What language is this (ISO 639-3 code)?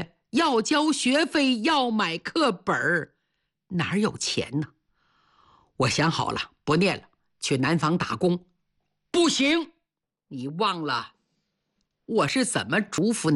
zho